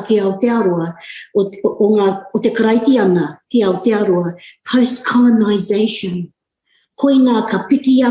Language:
Māori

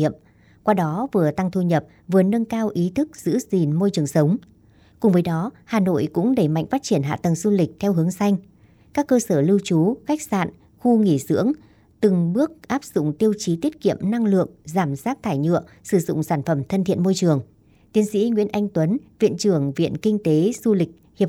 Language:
Vietnamese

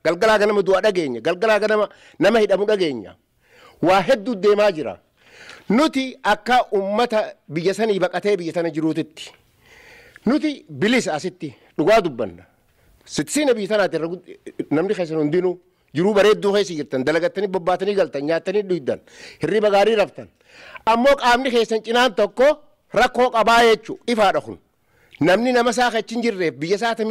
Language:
Oromo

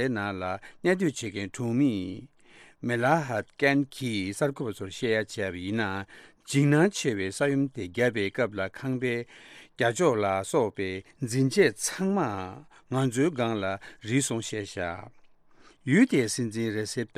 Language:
Tibetan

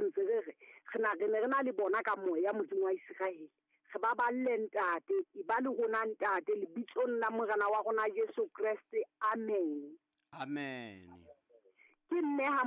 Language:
Southern Sotho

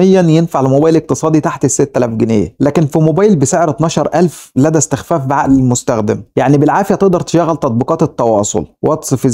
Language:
Egyptian Arabic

